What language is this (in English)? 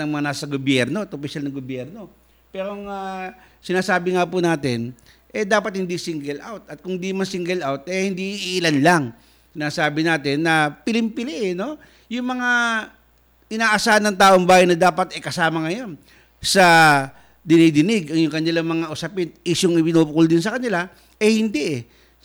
Filipino